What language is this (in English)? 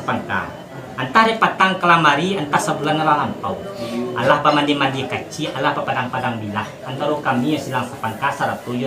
Minangkabau